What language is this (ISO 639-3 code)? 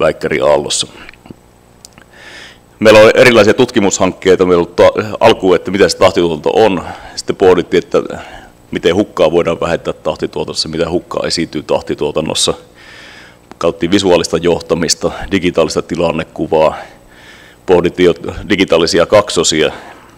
fin